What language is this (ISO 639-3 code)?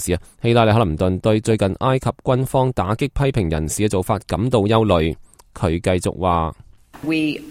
yue